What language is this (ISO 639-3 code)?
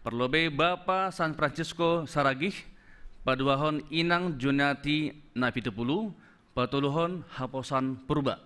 bts